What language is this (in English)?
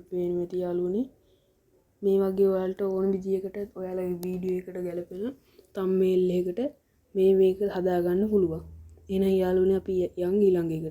Sinhala